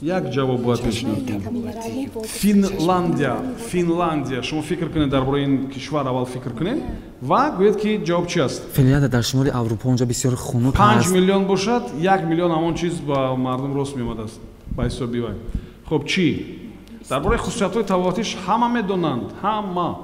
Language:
Tajik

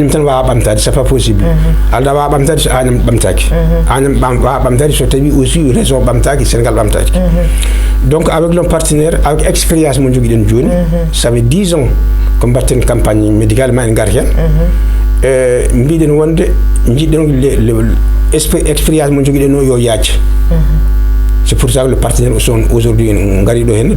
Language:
Fula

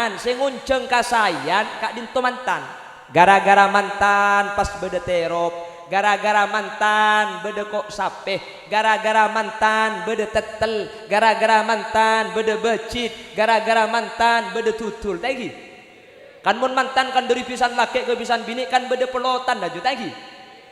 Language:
Madurese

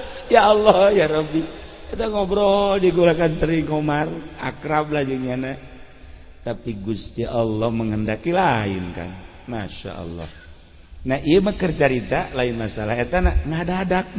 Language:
Sundanese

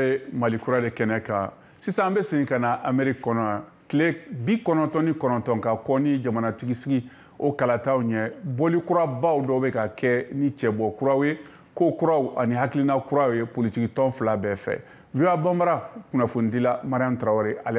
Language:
Bambara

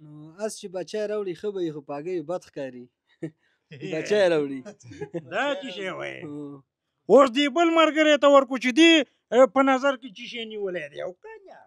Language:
Pashto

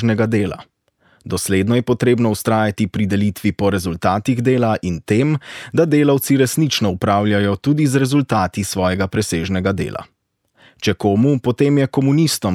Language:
Slovenian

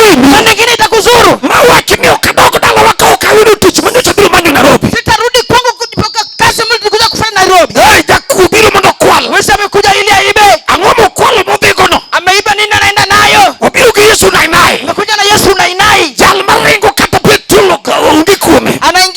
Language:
Luo (Kenya and Tanzania)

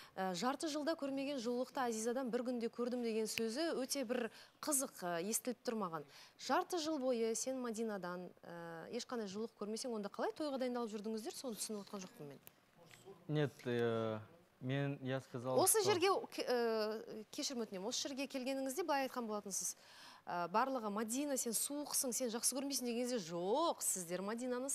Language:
Kazakh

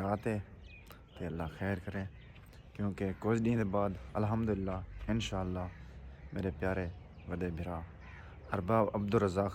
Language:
Saraiki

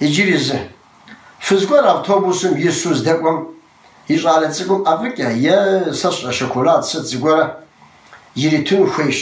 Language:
Kabardian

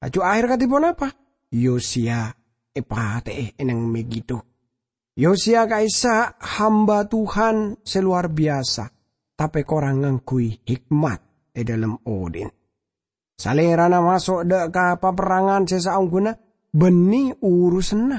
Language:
Madurese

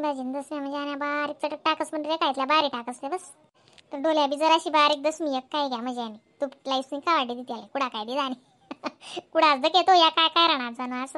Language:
Khandesi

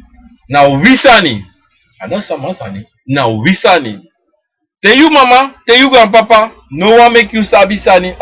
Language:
Sranan Tongo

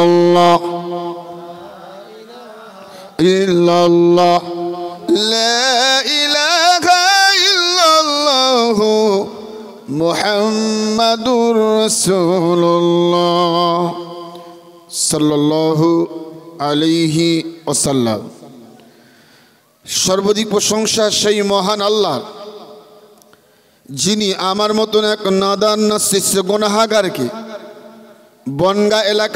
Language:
Bangla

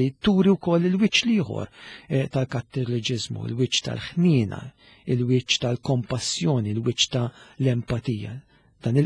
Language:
Maltese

